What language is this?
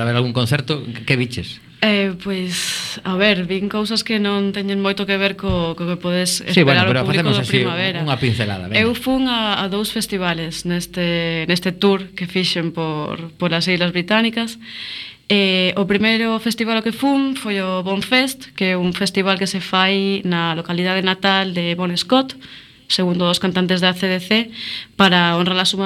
Galician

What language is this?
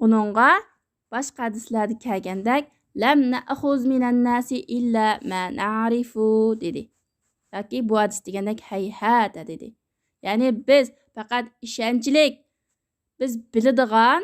Uyghur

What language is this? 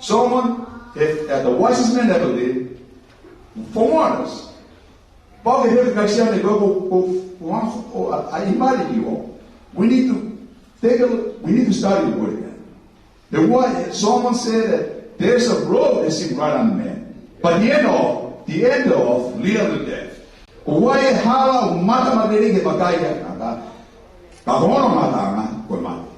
Tongan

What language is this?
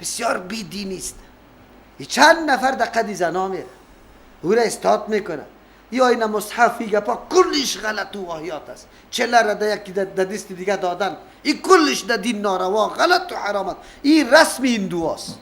Persian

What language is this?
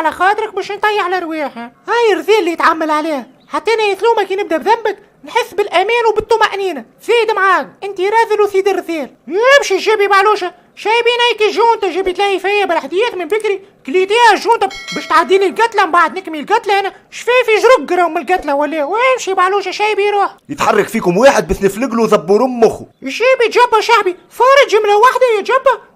Tunisian Arabic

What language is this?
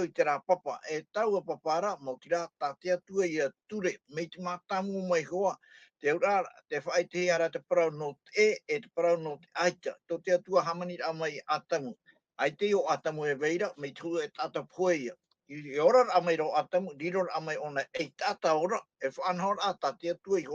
Tahitian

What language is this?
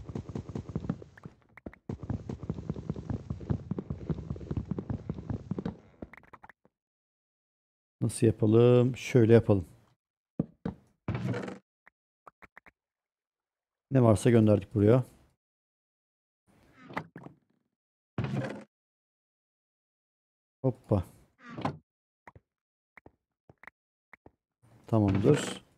Turkish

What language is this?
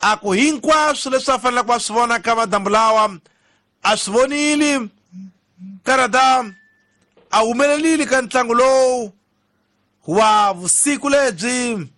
Tsonga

